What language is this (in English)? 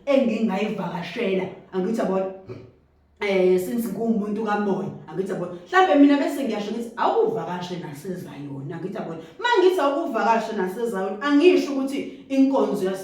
Zulu